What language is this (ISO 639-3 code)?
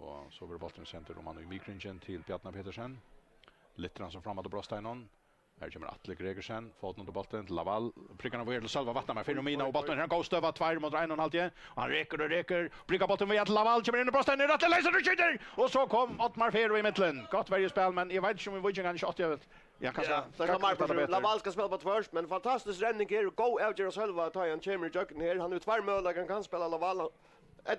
fao